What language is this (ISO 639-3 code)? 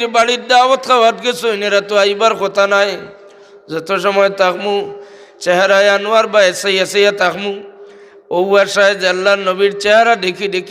syl